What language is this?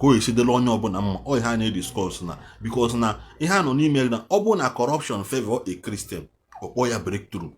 Igbo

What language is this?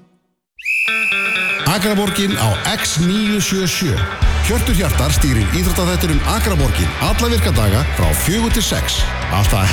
Icelandic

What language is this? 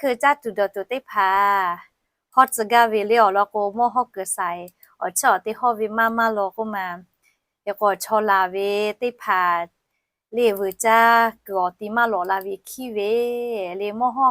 Lahu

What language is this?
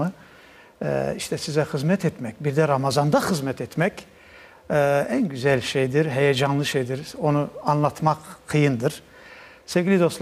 Crimean Tatar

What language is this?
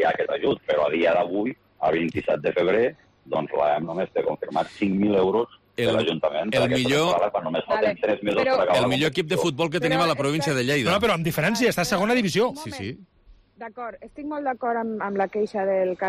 Catalan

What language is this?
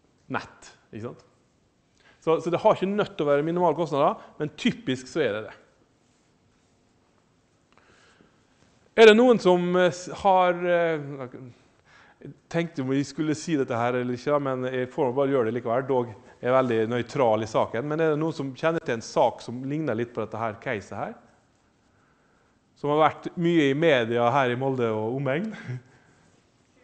Norwegian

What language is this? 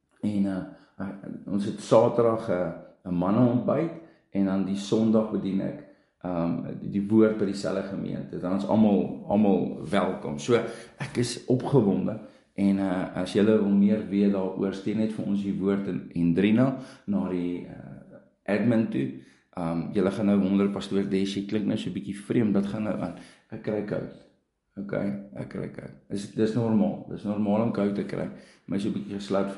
Afrikaans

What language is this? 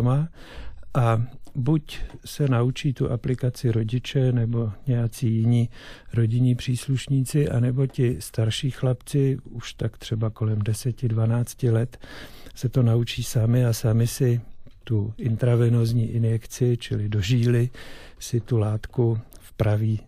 Czech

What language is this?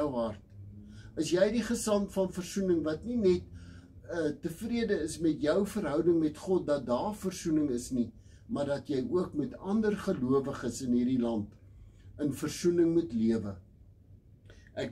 Afrikaans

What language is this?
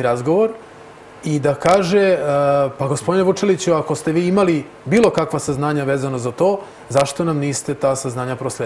Serbian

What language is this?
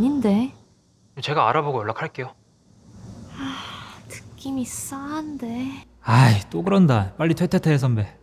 Korean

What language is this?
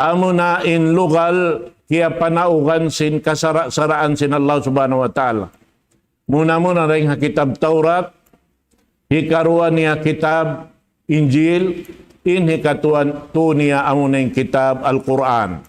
Tausug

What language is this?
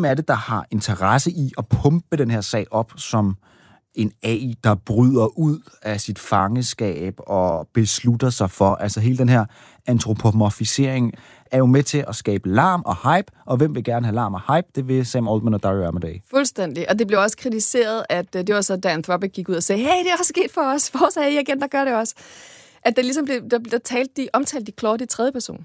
Danish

